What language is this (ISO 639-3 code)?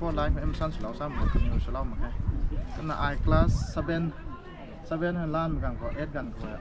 nbu